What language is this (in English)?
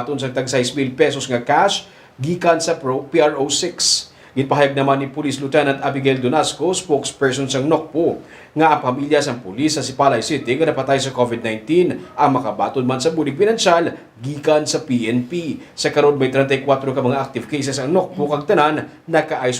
Hiligaynon